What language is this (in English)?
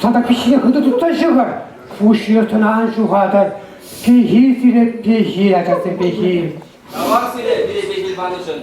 Chuvash